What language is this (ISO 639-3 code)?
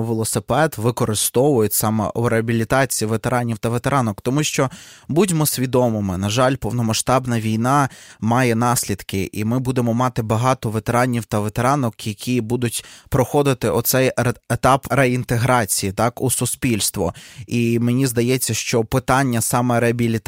ukr